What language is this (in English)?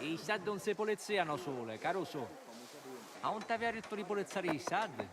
Sicilian